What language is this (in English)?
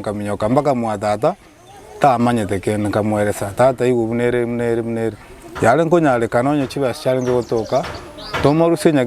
Gusii